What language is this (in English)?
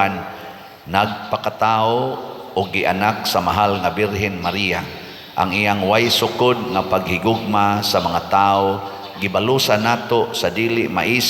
Cebuano